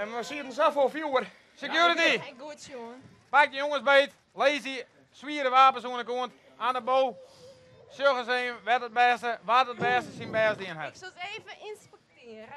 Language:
Western Frisian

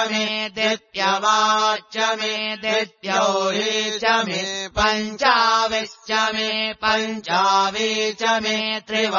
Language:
Sanskrit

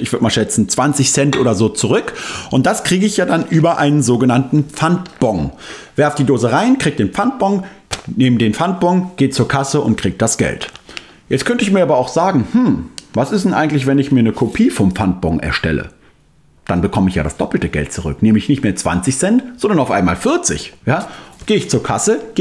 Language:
German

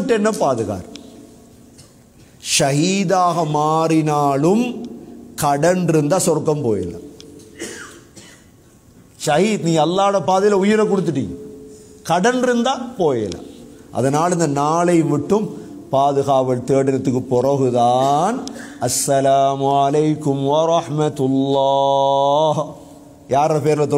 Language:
Tamil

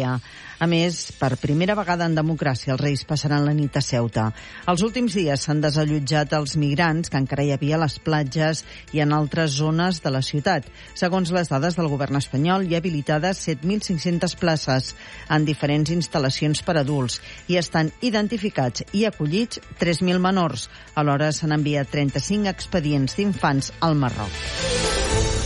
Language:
Catalan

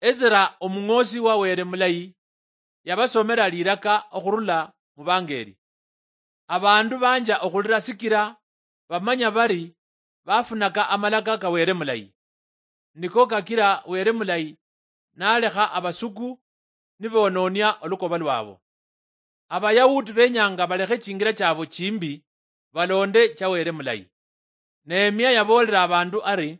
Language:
Luyia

